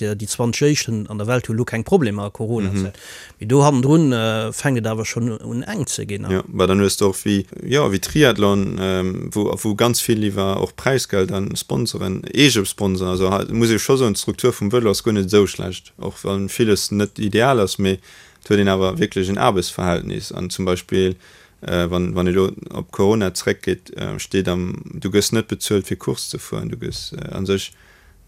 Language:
Luxembourgish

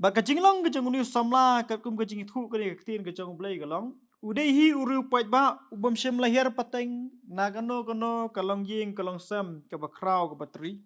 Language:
Khasi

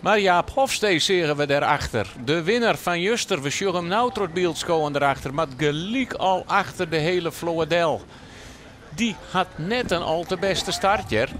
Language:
Western Frisian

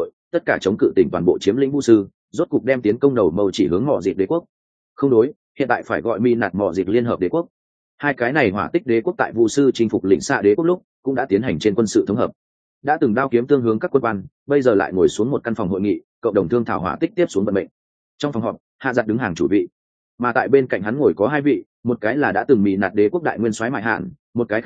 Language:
Vietnamese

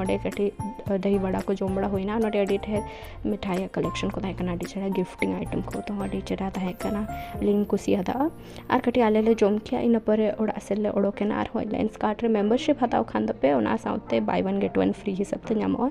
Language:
Santali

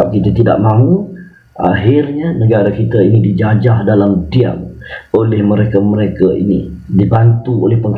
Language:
Malay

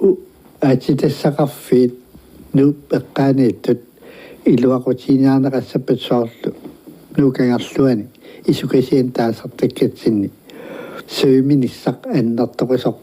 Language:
Kalaallisut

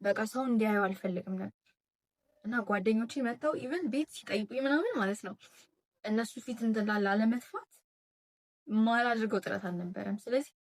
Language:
Amharic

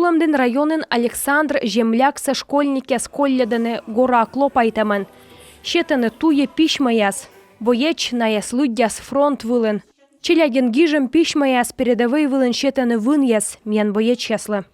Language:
Komi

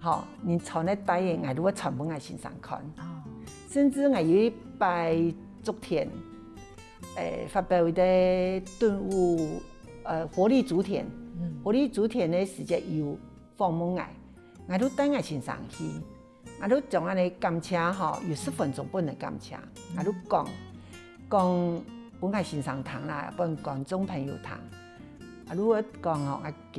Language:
Hakka Chinese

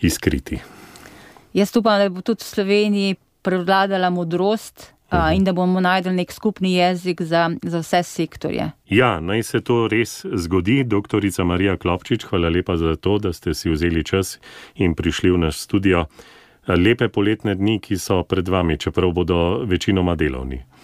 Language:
Slovenian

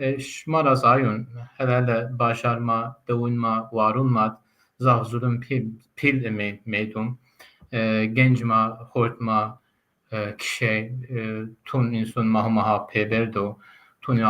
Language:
Zaza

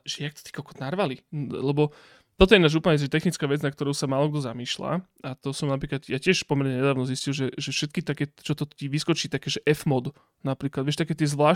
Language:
Slovak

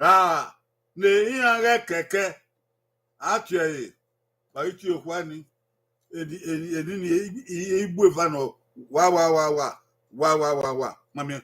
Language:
Bini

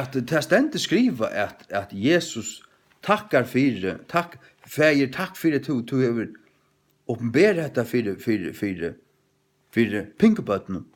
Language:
Faroese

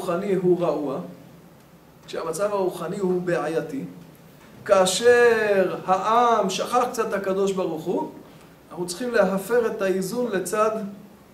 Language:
Hebrew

